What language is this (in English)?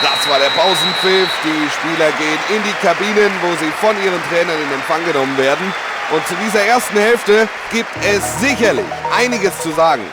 Bavarian